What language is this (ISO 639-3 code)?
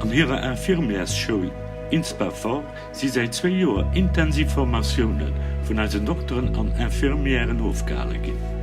ltz